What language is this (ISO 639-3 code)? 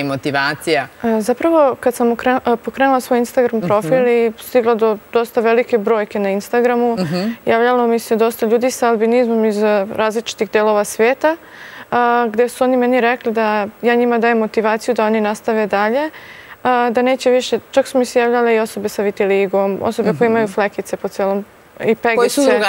srp